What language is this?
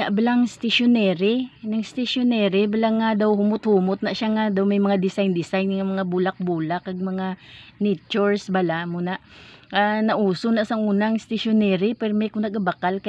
Hiligaynon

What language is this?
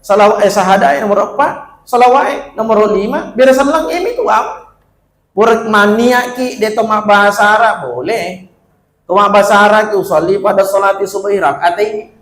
Buginese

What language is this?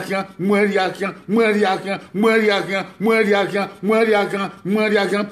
Bini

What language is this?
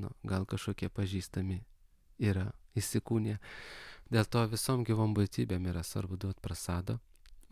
Lithuanian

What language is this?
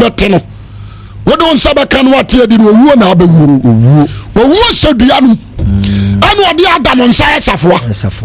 Akan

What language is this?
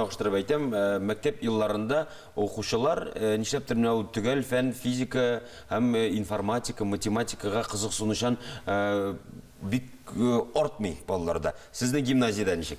Tatar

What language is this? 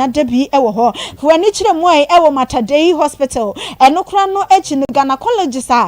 Akan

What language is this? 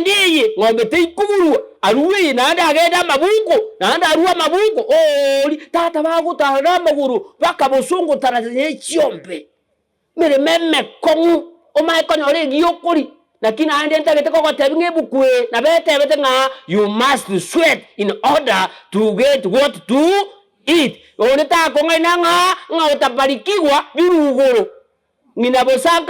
Gusii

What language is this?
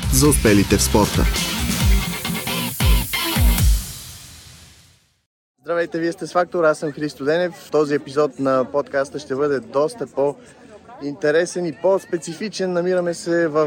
Bulgarian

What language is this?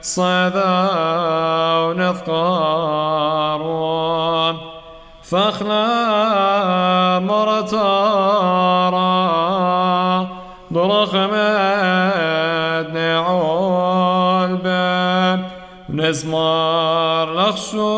Classical Syriac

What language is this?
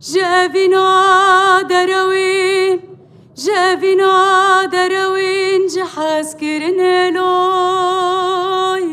Kurdish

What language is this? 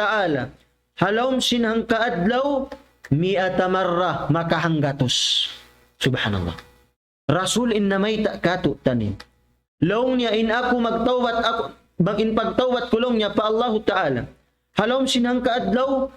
Tausug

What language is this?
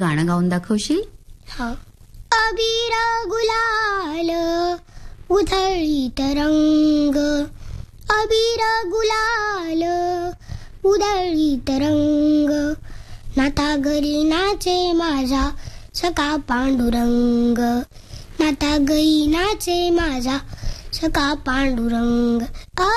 Marathi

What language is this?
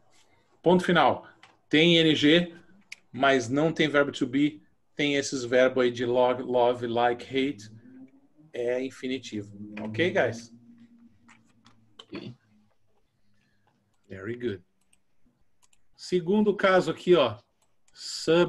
Portuguese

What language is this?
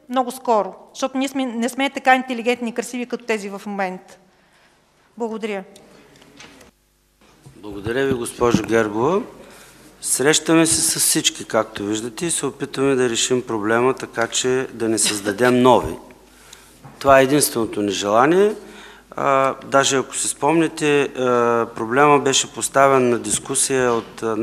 Bulgarian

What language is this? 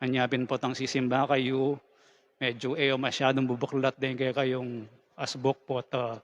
Pampanga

